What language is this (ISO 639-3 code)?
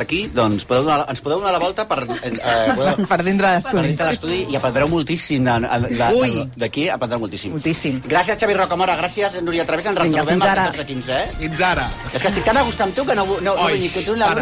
cat